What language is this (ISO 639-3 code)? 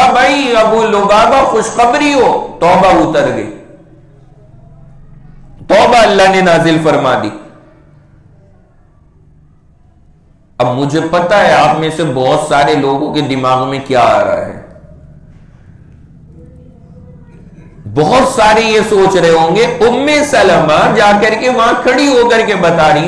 urd